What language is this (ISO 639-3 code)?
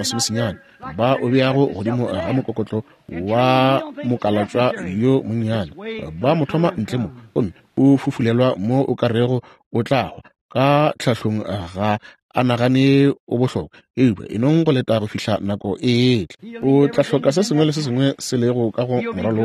nso